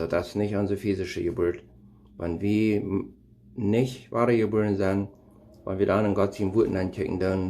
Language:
Plautdietsch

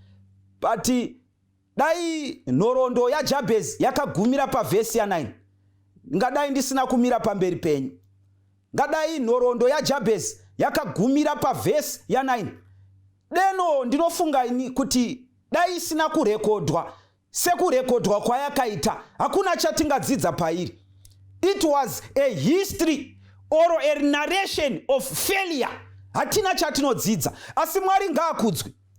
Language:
Shona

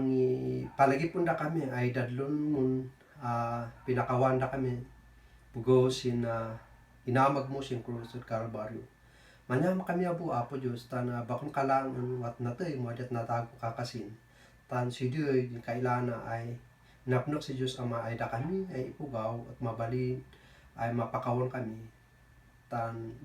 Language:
Kankanaey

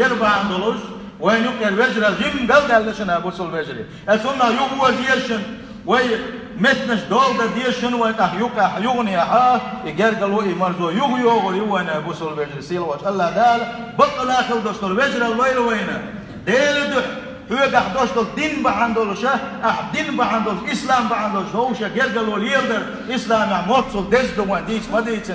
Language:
Chechen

